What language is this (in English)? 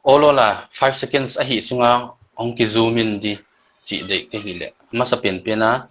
Paite Chin